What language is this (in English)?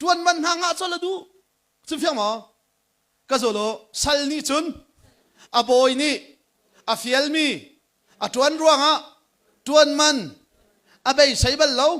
Hakha Chin